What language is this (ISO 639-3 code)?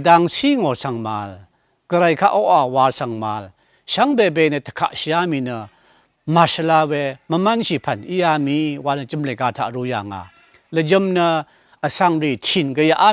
raw